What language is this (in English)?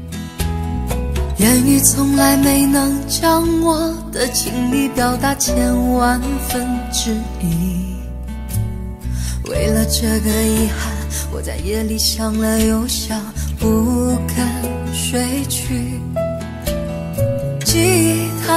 Chinese